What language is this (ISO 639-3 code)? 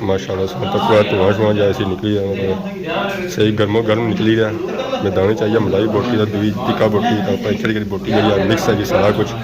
phr